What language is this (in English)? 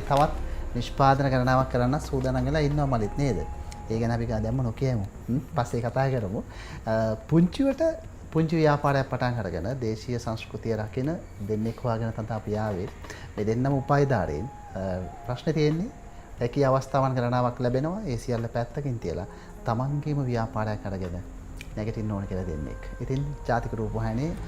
Sinhala